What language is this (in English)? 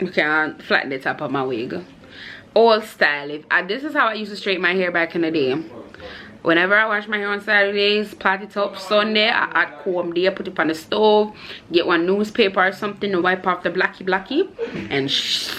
Jamaican Creole English